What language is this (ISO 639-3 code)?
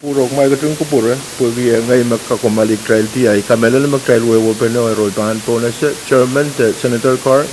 pon